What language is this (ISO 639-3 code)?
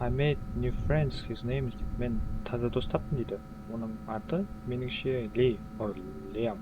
kaa